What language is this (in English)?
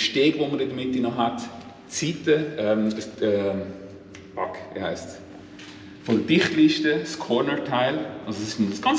Swiss German